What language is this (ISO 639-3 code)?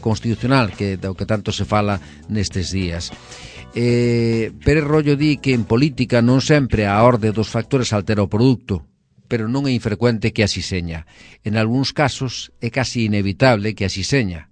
glg